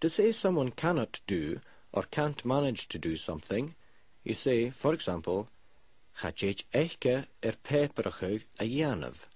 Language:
Scottish Gaelic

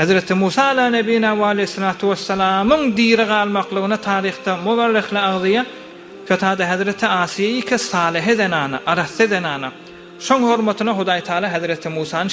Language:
Turkmen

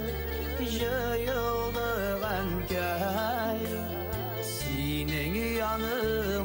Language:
Bashkir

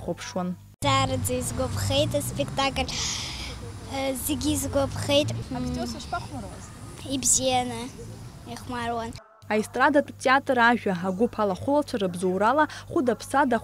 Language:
Abkhazian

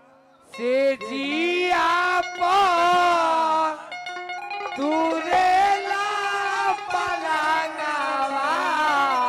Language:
Bhojpuri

